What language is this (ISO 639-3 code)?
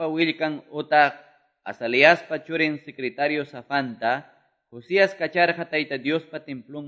que